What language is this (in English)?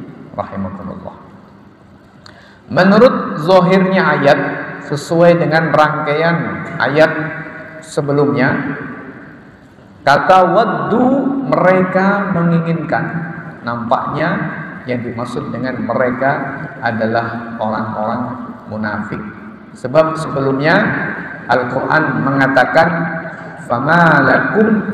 Indonesian